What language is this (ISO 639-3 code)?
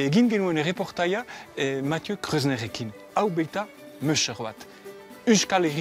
eus